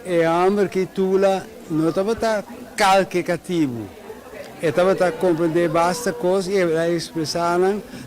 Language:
Papiamento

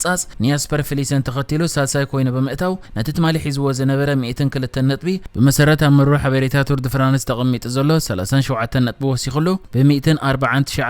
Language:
Tigrinya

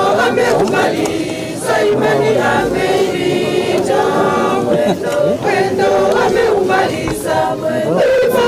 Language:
Gusii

